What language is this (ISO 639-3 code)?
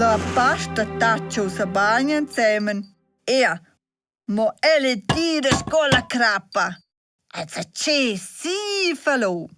roh